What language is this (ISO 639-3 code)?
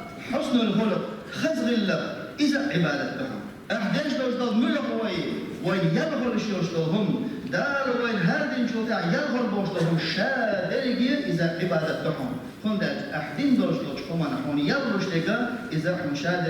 che